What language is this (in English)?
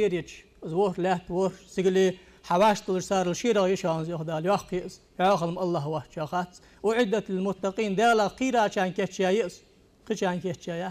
Ingush